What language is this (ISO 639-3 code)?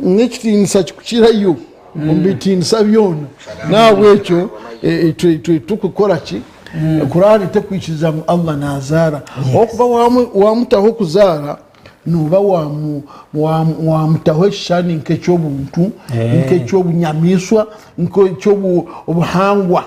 nyn